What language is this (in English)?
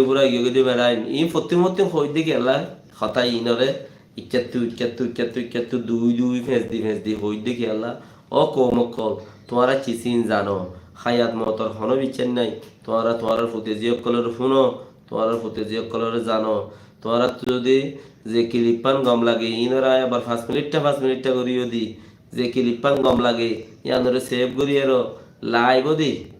Rohingya